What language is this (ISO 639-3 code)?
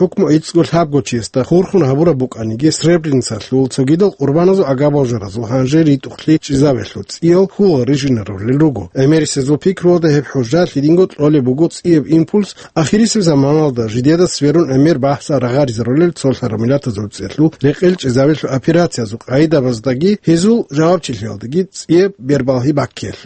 ava